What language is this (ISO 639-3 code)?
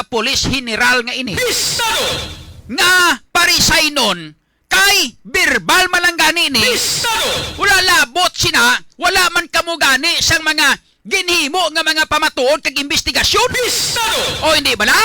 hil